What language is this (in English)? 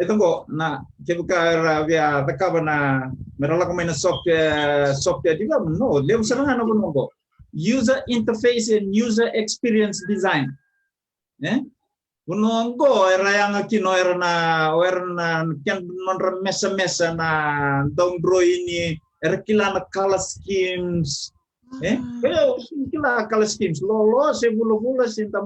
Fijian